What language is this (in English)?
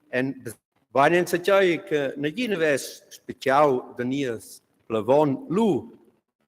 Romansh